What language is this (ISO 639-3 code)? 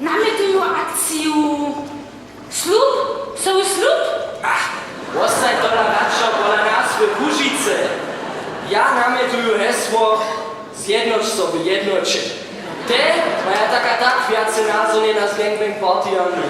hsb